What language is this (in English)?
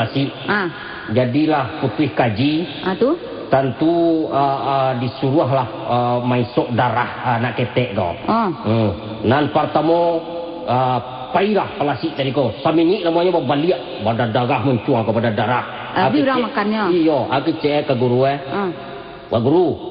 Minangkabau